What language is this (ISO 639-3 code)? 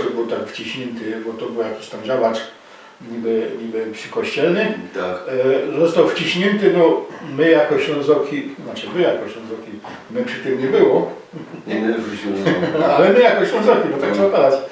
szl